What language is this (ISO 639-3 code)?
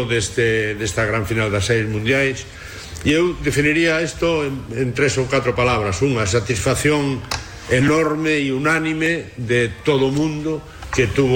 glg